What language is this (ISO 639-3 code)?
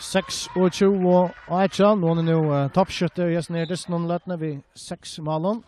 fao